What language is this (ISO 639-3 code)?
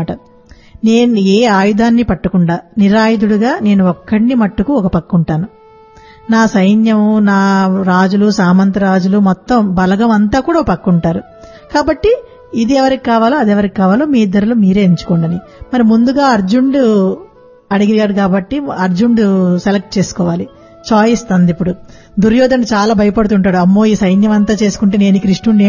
tel